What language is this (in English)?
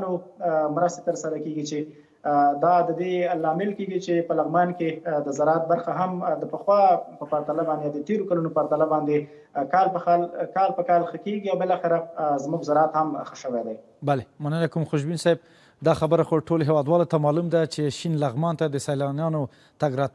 Pashto